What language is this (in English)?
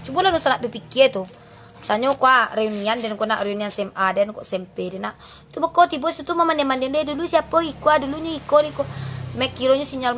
Minangkabau